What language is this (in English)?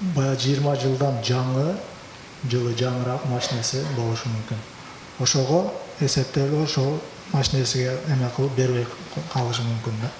Kyrgyz